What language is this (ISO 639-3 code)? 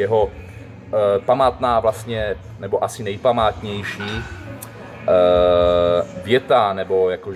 ces